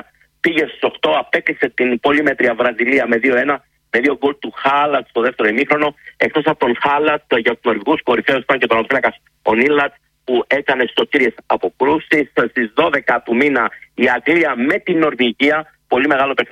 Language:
Greek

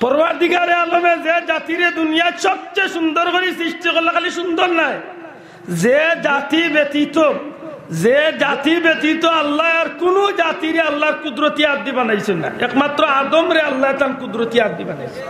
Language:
Sylheti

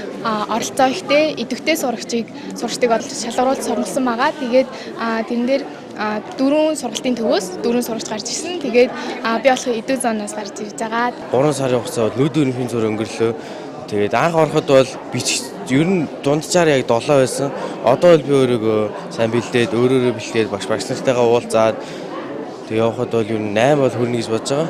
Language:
Mongolian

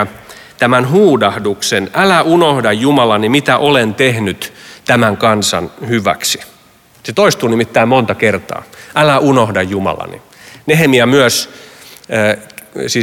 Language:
Finnish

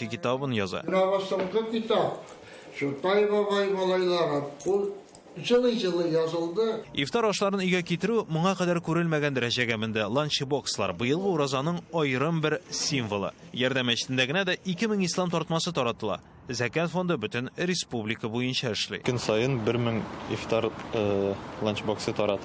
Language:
Tatar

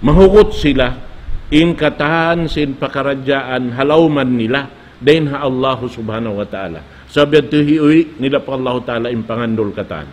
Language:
Tausug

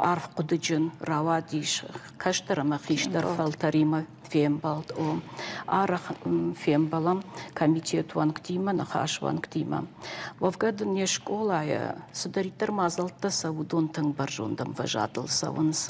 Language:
Ossetic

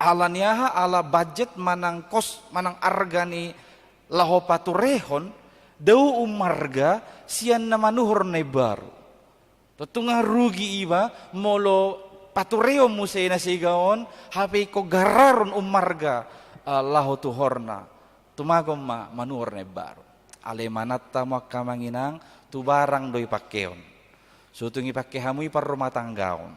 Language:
Batak Toba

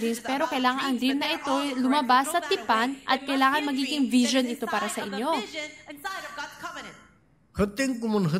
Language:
Filipino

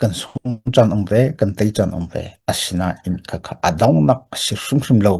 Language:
Hakha Chin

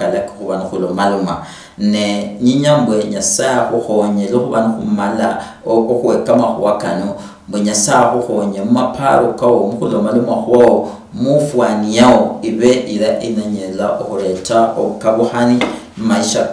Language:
Luyia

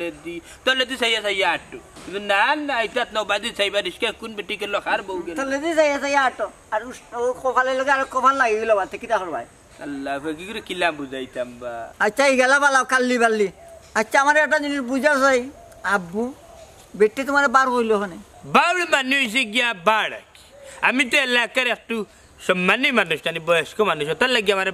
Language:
Sylheti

